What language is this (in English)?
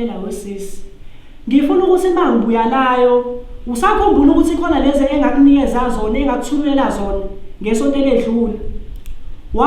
Zulu